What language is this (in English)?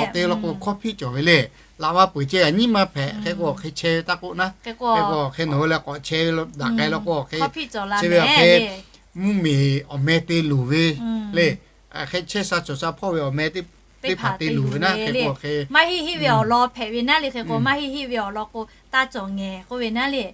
Lahu